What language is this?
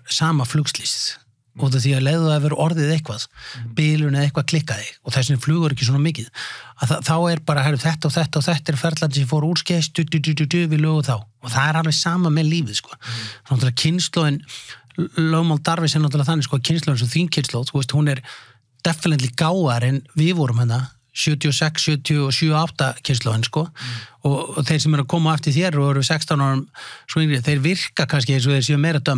Icelandic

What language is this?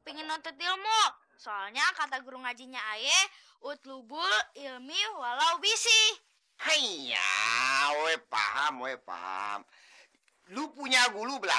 Betawi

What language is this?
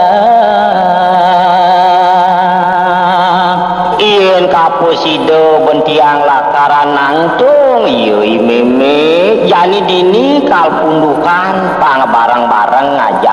Balinese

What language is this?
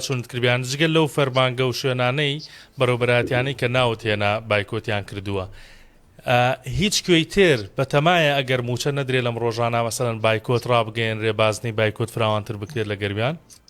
Central Kurdish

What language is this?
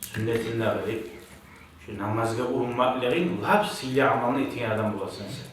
Kumyk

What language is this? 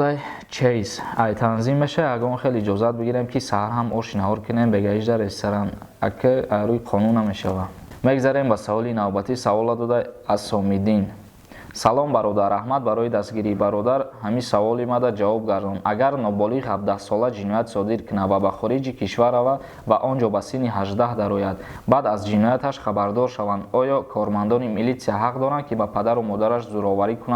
Tajik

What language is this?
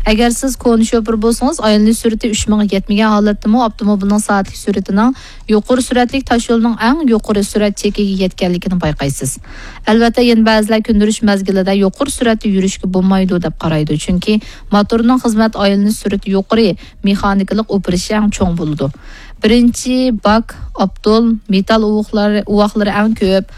Uyghur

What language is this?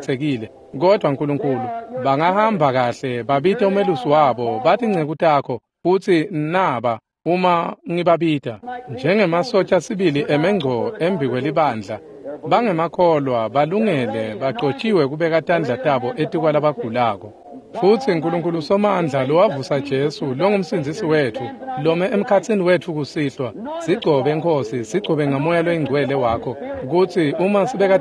Swati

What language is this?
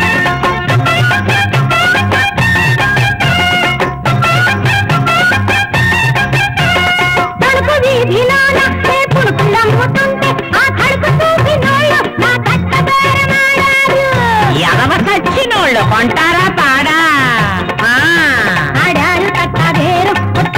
Telugu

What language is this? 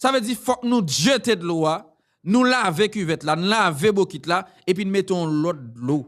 Haitian Creole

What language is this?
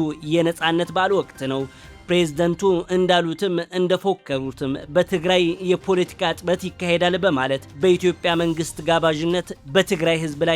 Amharic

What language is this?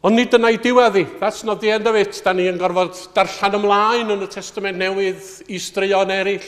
Welsh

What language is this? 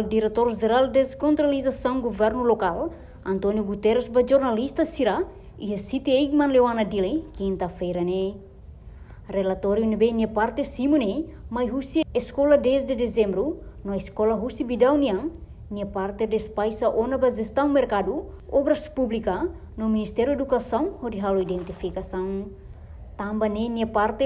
Tetum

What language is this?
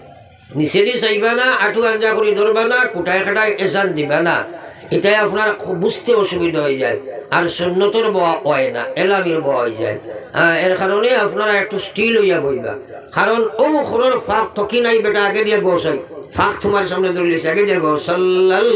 Sylheti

